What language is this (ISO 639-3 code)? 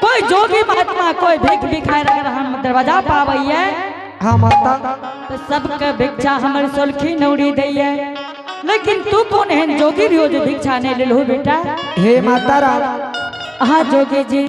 anp